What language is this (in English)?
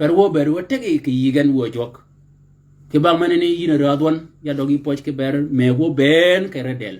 Shilluk